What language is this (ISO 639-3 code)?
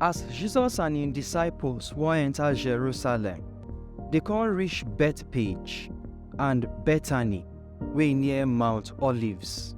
pcm